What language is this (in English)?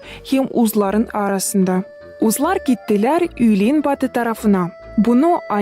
Gagauz